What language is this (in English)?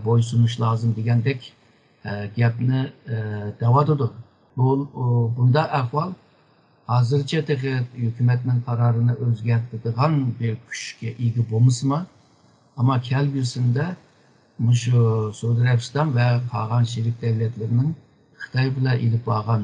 Uyghur